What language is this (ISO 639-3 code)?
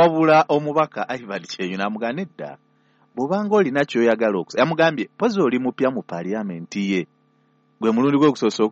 lug